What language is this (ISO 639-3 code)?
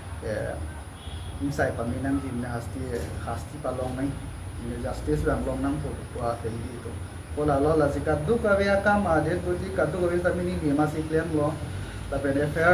mjw